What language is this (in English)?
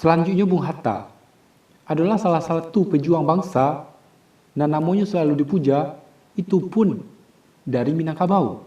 Minangkabau